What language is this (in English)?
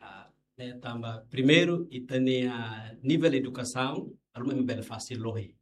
Tetum